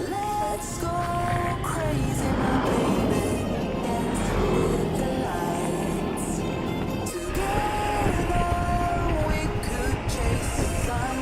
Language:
Cebuano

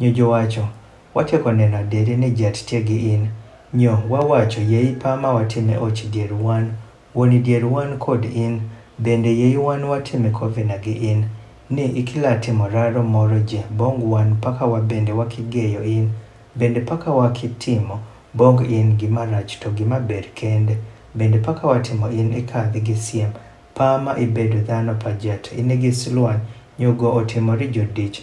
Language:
Adhola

